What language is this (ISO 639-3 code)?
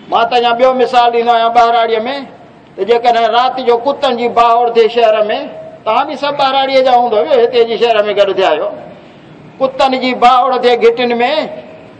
skr